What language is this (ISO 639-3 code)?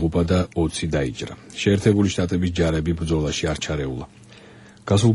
kat